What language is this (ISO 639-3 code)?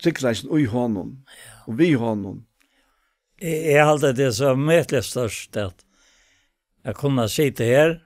fao